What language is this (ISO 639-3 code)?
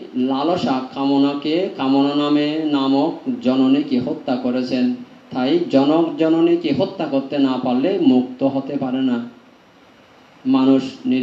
ben